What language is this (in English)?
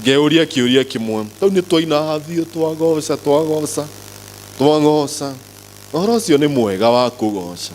Kikuyu